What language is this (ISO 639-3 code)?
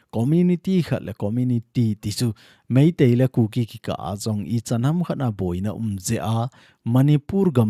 tcz